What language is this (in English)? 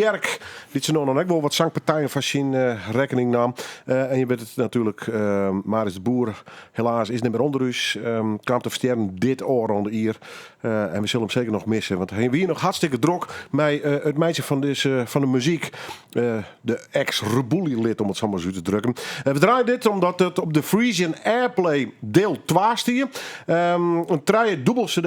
Western Frisian